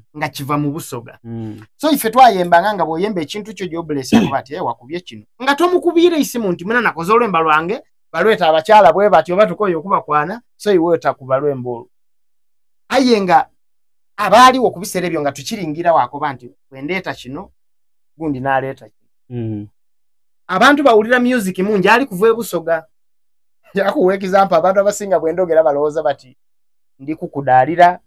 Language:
Soga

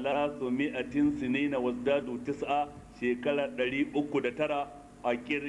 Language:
Hausa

